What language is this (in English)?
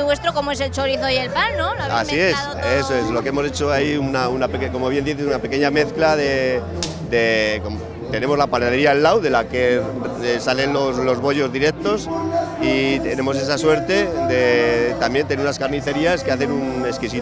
Spanish